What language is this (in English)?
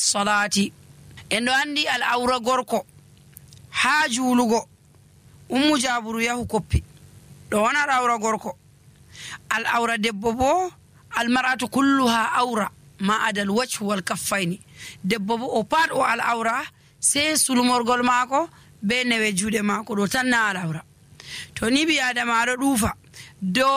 Nigerian Fulfulde